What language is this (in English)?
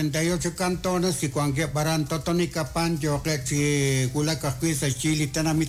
Kekchí